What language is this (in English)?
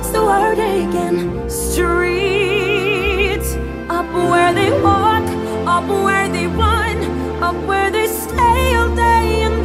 English